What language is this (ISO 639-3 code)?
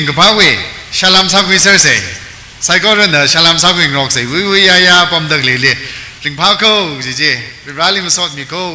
nmf